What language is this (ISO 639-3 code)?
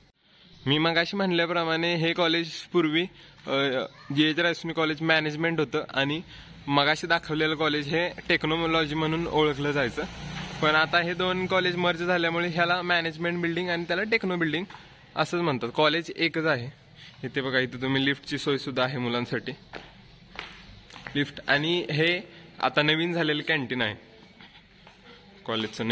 mar